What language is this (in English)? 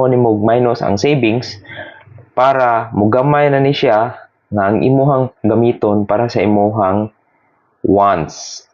Cebuano